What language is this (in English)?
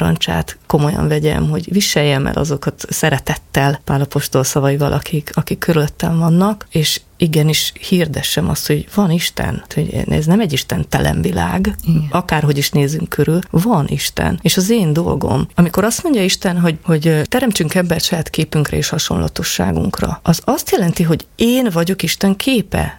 Hungarian